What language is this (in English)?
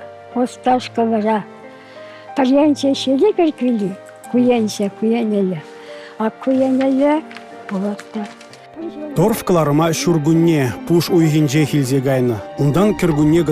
Chuvash